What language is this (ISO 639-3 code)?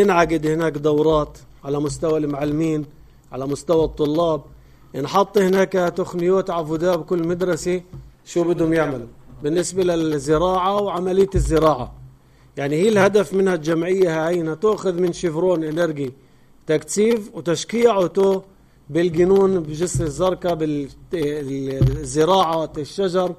apc